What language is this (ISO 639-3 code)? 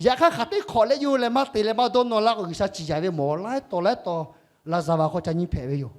lhu